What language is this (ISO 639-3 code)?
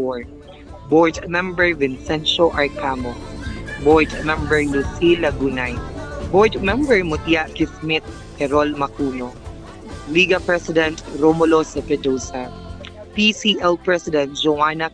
fil